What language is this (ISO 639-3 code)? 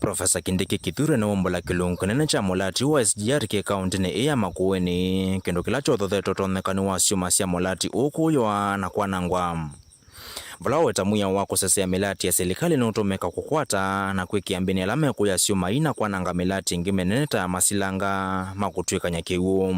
kam